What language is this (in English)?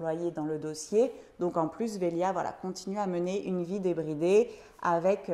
French